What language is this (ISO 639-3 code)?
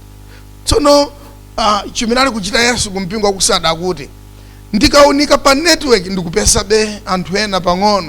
nya